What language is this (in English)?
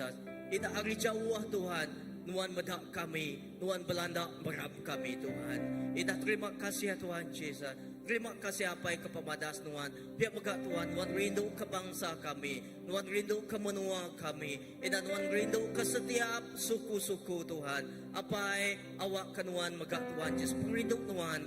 Iban